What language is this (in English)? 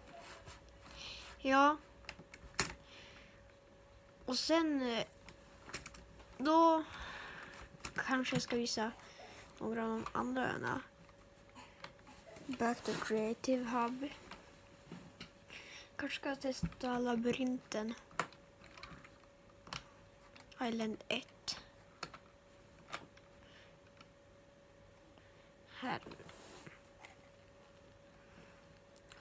Swedish